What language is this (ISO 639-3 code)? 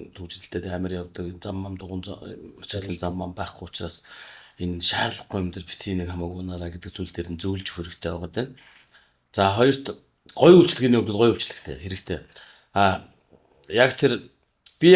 mon